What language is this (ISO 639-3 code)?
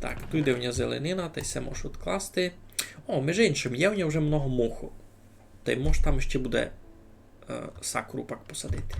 rue